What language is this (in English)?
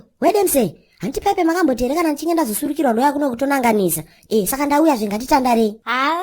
Shona